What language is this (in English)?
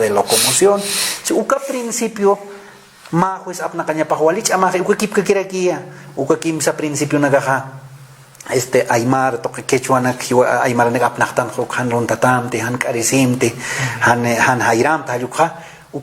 Aymara